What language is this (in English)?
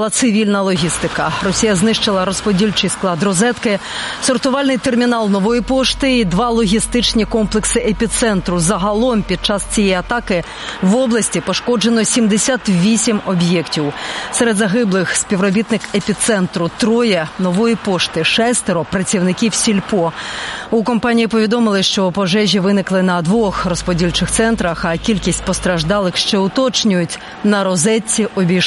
Ukrainian